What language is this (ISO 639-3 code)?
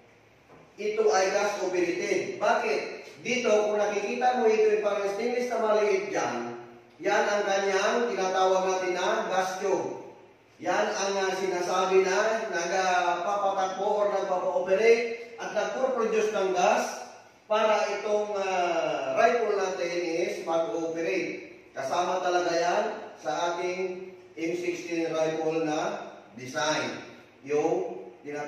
fil